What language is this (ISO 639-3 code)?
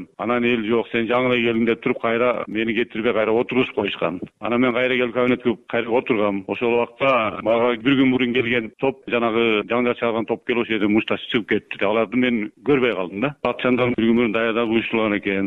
kir